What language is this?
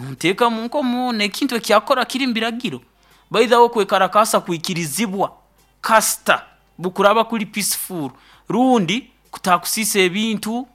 Nyoro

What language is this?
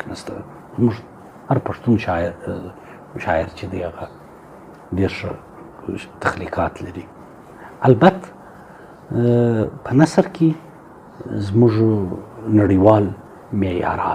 Pashto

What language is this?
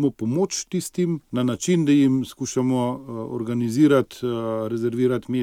Slovenian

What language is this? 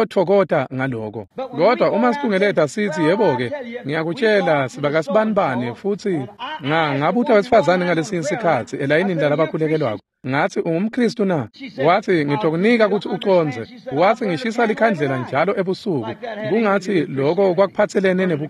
Swati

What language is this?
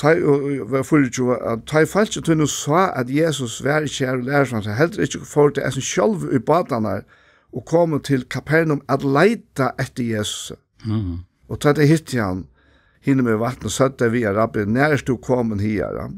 Faroese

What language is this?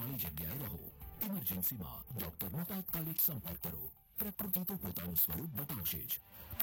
Gujarati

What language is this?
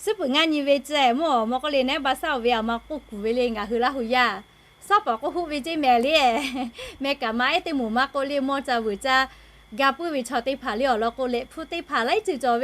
Lahu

